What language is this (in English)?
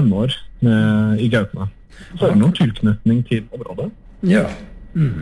Norwegian